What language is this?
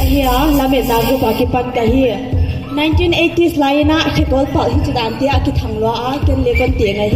Paite Chin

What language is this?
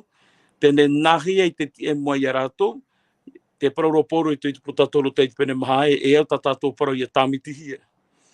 Tahitian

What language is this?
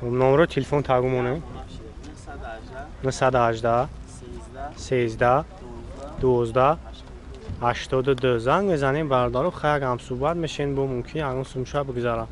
Tajik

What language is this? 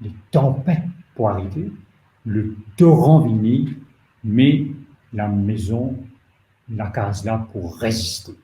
Morisyen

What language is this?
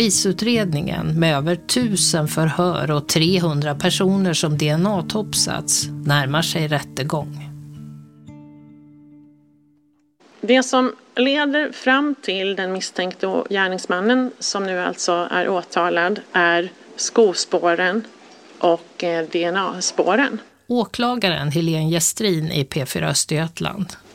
Swedish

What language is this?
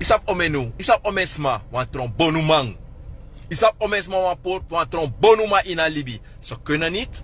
Sranan Tongo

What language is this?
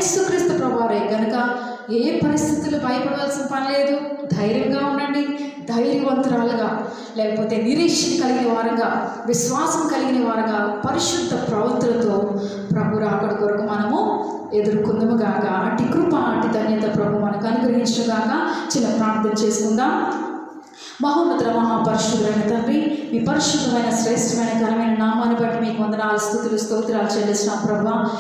Telugu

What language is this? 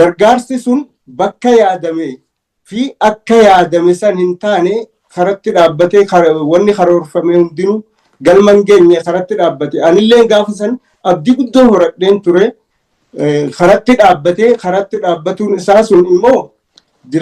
Oromo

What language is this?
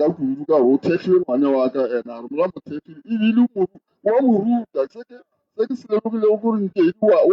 Northern Sotho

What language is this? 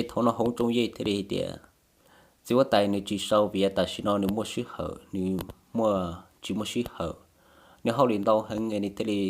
Hmong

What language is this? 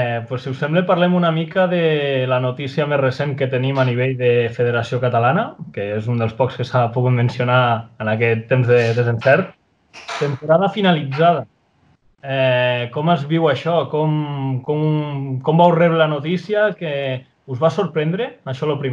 Catalan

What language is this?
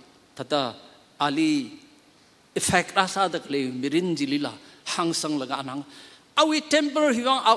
Tangkhul Naga (India)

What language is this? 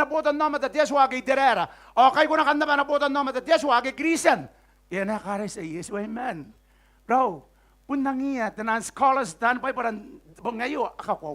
Gilbertese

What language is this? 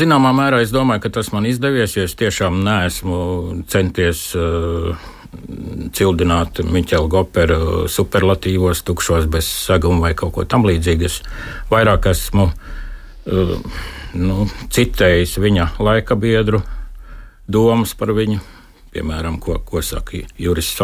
Latvian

